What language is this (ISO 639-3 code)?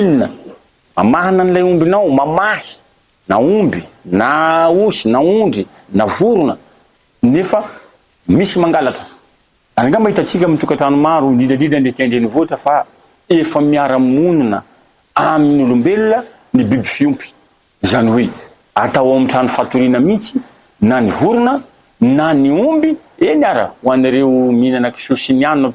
mlg